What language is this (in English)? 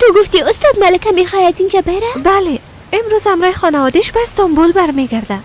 Persian